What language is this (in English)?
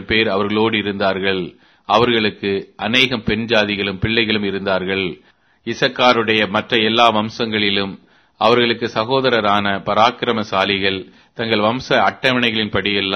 Tamil